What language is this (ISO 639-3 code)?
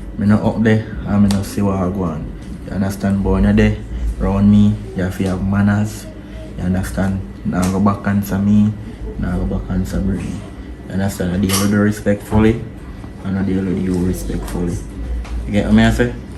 jam